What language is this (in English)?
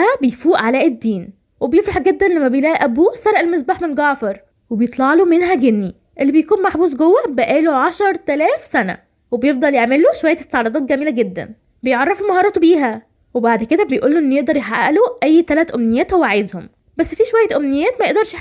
Egyptian Arabic